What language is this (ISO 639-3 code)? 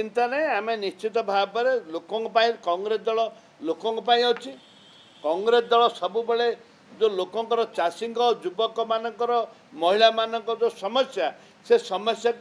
ori